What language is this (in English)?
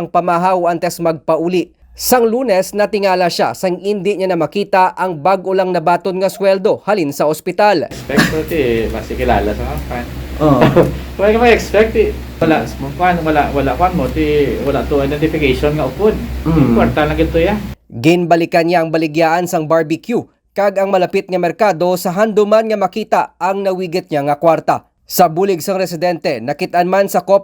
Hiligaynon